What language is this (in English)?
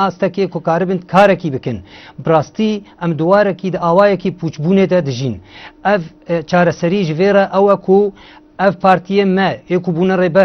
Kurdish